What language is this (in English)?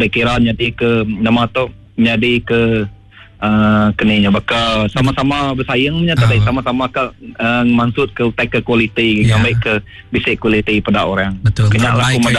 Iban